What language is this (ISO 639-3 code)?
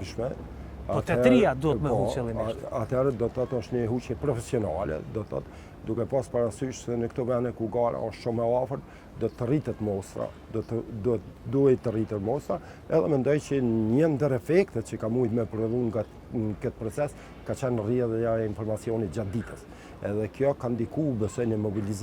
sqi